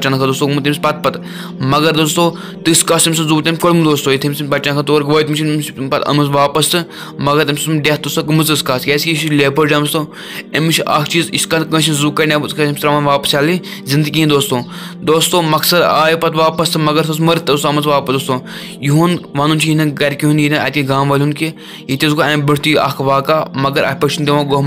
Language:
Kashmiri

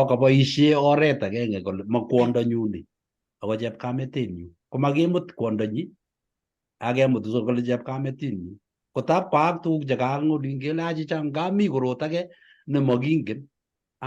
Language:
Kalenjin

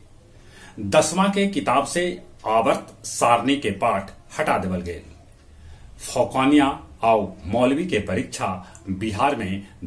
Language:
Magahi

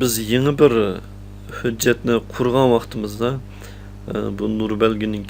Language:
Uyghur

